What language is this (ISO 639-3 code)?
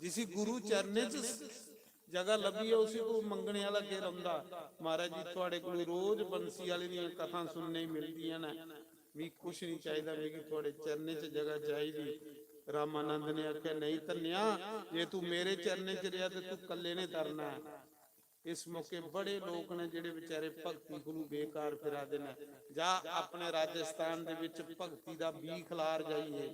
doi